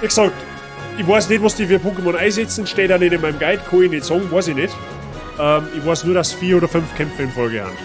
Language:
Bavarian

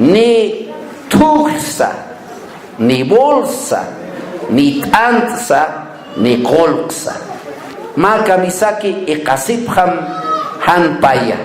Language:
Aymara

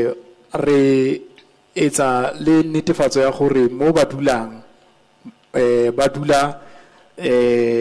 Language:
Tswana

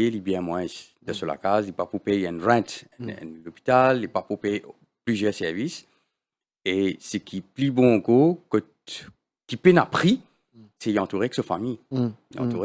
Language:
Morisyen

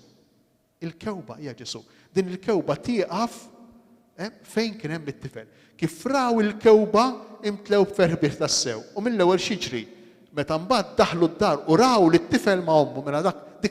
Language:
Maltese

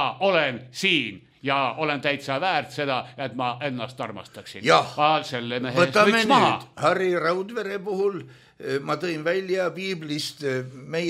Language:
Estonian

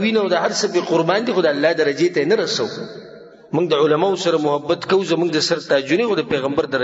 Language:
Pashto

